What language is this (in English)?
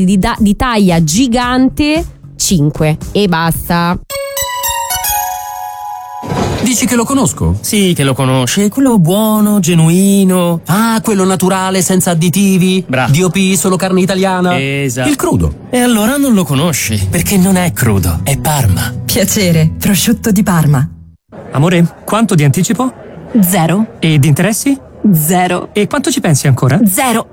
Italian